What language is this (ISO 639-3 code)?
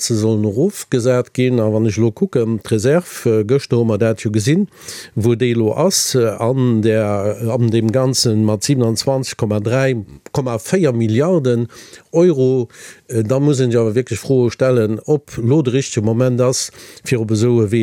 ltz